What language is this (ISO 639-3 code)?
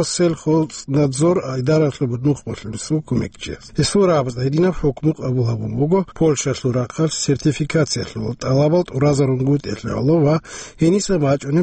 ava